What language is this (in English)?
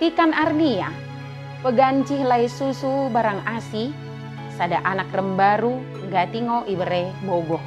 Batak Dairi